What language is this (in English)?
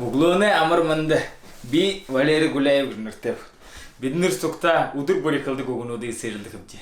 Buriat